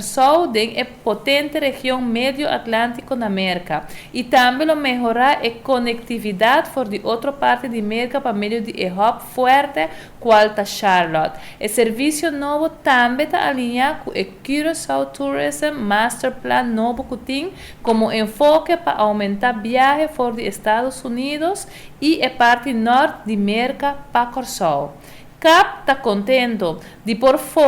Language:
Papiamento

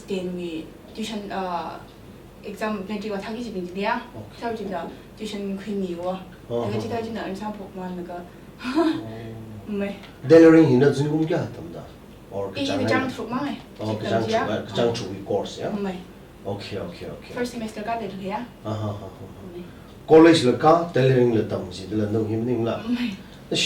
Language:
Tangkhul Naga (India)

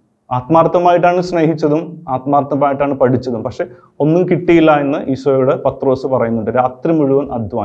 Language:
Malayalam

